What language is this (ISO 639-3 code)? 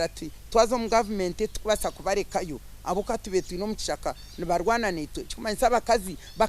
nyn